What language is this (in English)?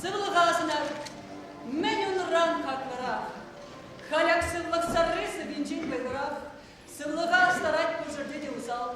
Chuvash